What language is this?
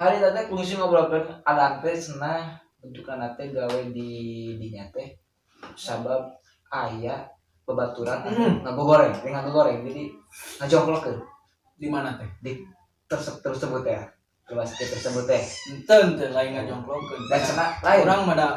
Sundanese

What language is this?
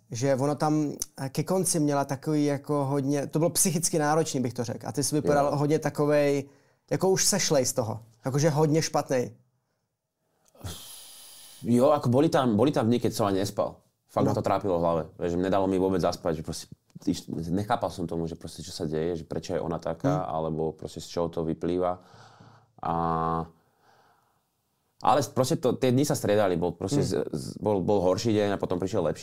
Slovak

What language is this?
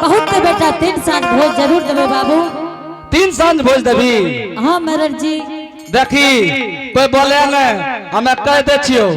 Angika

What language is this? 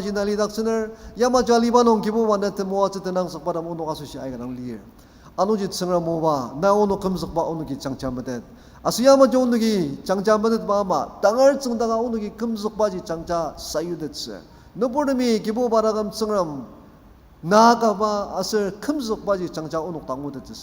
Ao Naga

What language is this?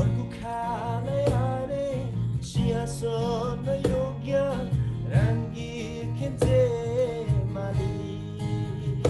Eastern Tamang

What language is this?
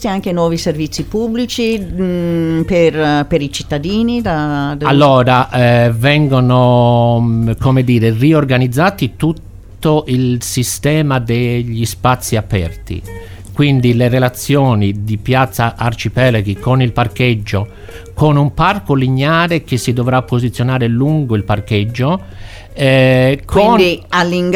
Italian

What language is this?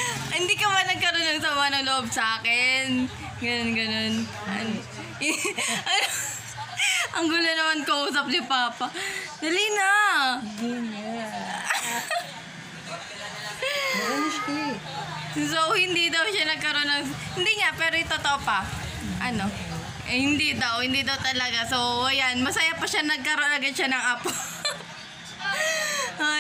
Filipino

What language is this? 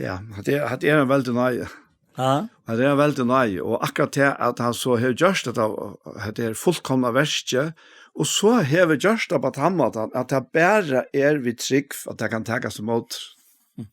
Faroese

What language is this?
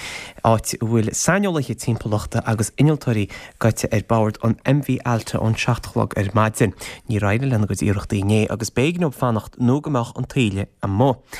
Irish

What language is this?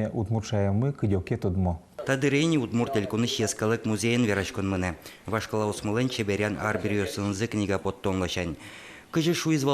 Udmurt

